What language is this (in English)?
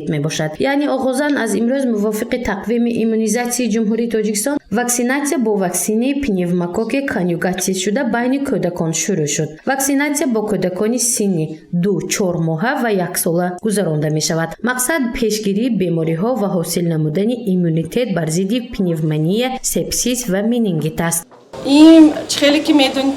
Tajik